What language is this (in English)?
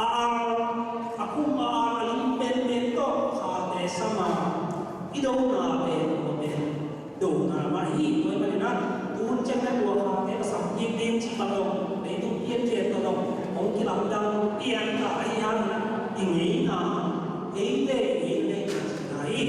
Tedim Chin